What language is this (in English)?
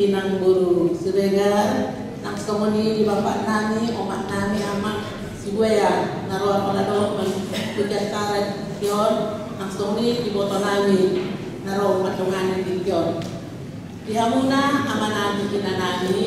Batak Toba